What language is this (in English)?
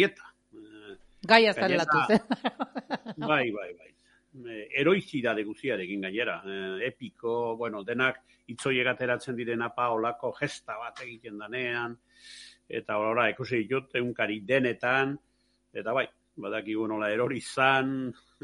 Basque